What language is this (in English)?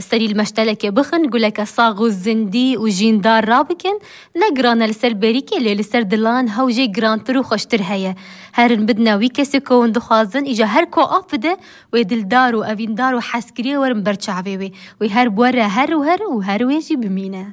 Kurdish